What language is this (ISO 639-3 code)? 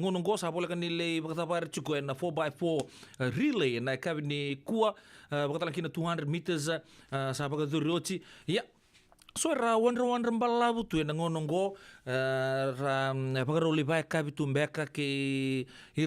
fij